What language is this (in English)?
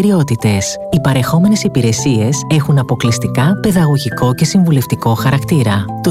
Greek